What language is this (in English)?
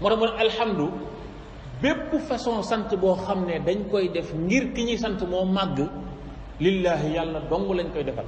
Wolof